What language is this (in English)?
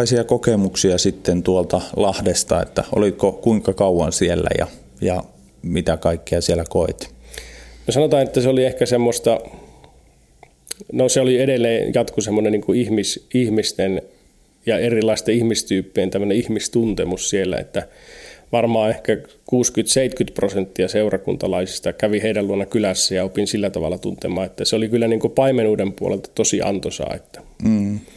Finnish